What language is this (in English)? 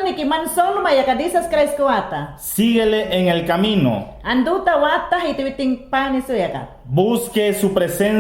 Mayangna